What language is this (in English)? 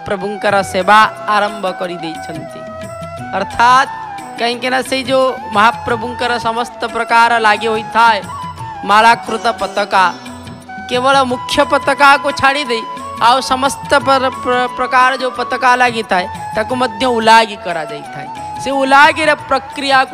Odia